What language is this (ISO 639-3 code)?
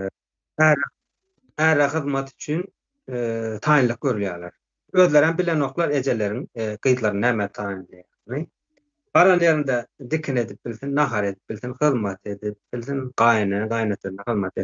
tuk